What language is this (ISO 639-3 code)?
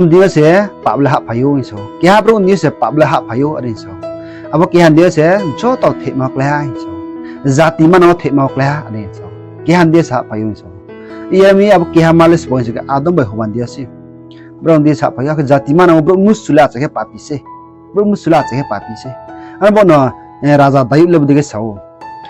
ria